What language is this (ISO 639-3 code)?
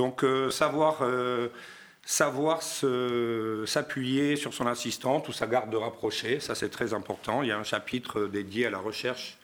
fra